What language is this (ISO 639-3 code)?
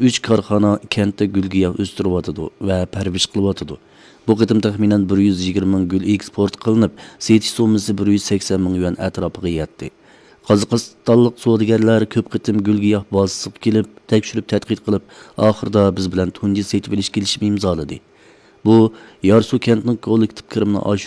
uig